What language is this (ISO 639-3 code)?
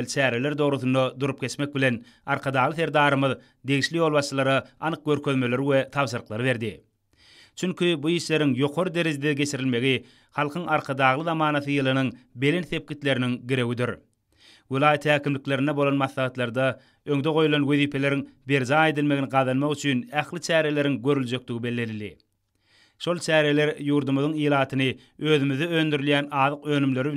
tuk